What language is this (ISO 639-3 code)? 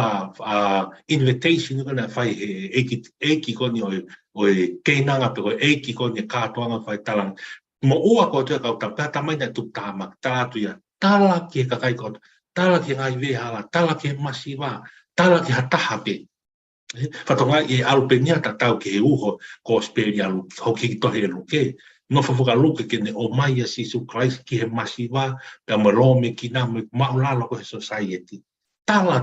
ton